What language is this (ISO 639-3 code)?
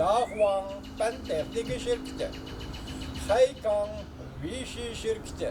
uig